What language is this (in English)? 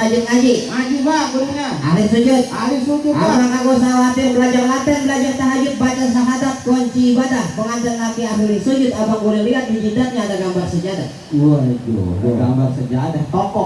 Betawi